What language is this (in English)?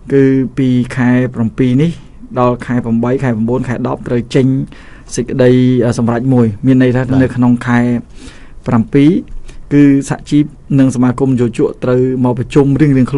Khmer